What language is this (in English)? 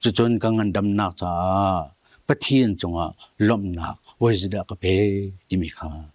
Hakha Chin